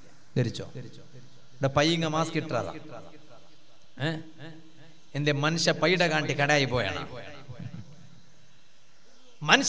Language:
Malayalam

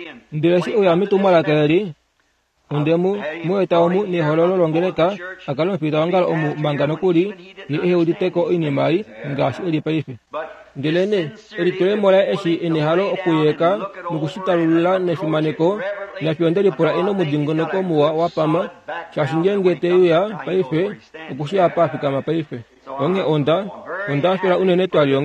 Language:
Kuanyama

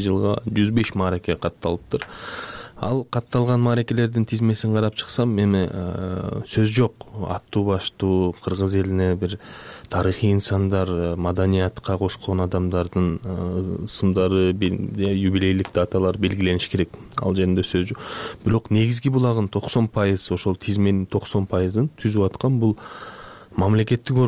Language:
Kyrgyz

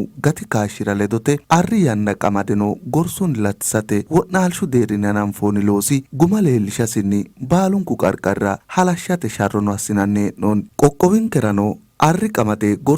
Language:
Sidamo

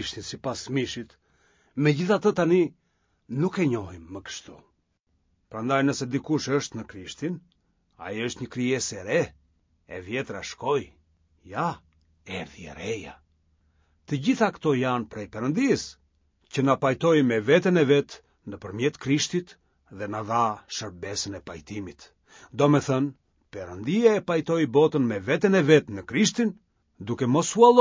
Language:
Albanian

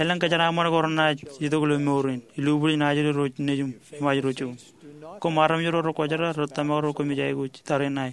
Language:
Marshallese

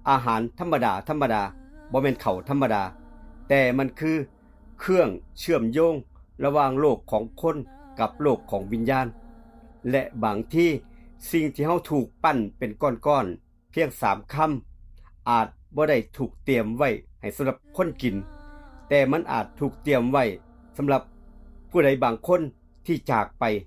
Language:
Lao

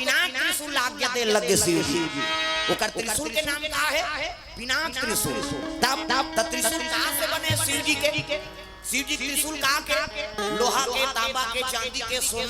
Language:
Chhattisgarhi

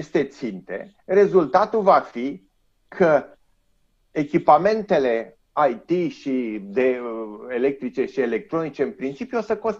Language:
Romanian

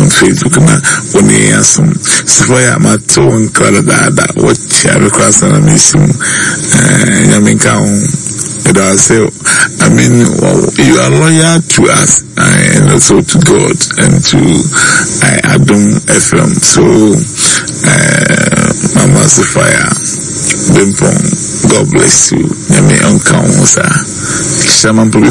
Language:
Akan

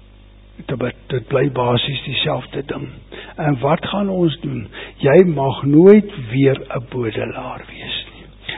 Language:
Afrikaans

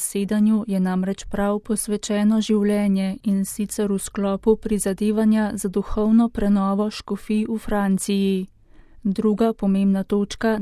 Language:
Slovenian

